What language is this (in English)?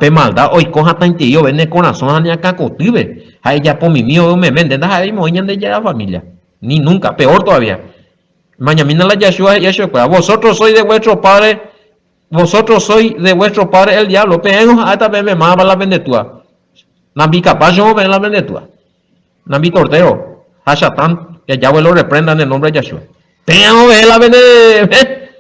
Guarani